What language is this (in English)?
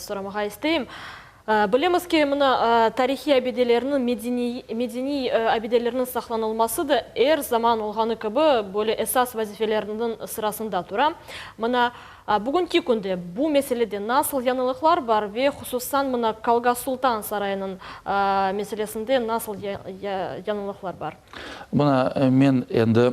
Crimean Tatar